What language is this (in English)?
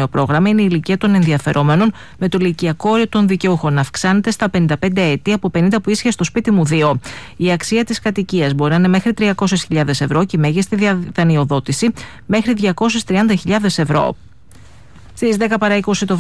Greek